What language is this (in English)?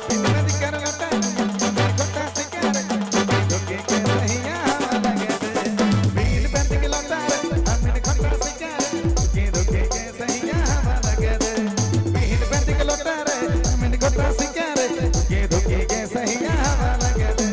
Sadri